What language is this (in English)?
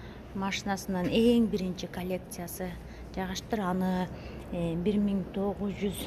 Kyrgyz